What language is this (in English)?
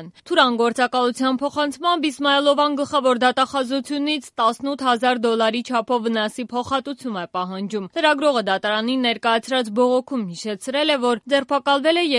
Armenian